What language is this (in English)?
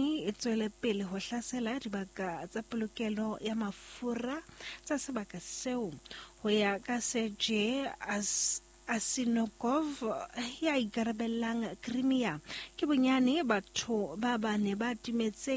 Southern Sotho